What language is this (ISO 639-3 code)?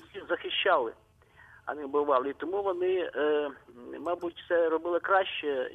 ukr